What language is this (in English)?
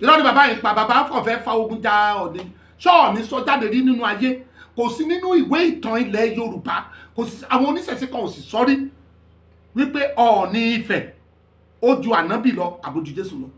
Yoruba